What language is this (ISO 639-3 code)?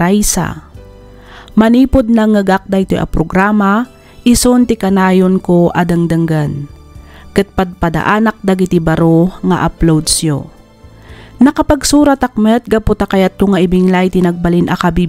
ilo